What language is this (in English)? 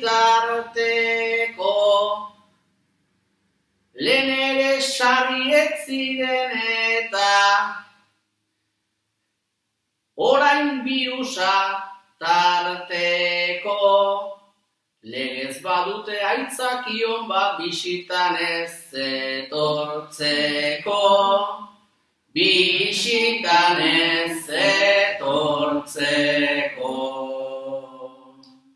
Basque